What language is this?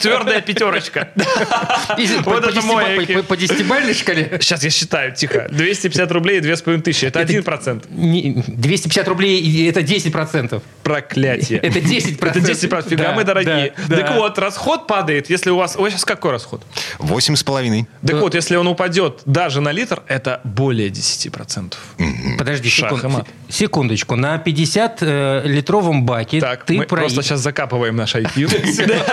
Russian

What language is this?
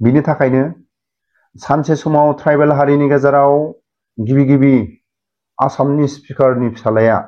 Bodo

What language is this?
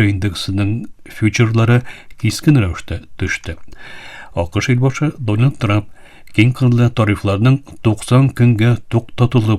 Tatar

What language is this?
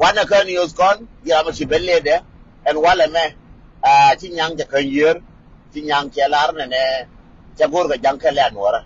Nuer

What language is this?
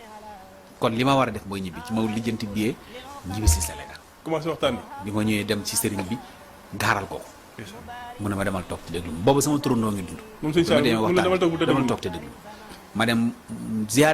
Wolof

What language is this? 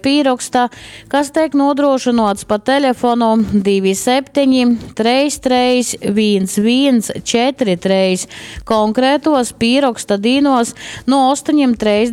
Latgalian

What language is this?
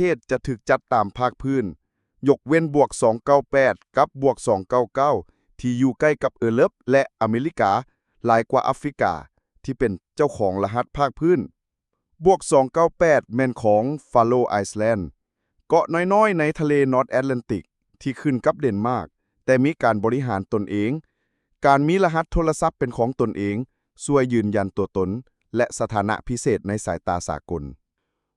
Lao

